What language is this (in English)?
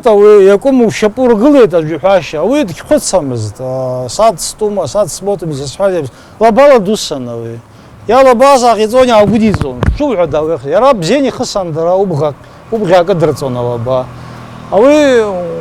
Abkhazian